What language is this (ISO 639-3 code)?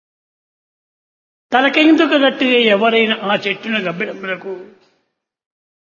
tel